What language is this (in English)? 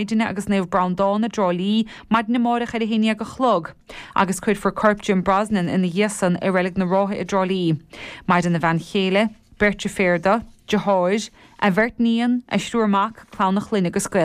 Irish